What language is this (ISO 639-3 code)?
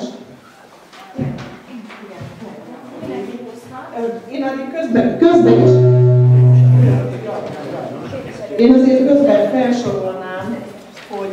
hun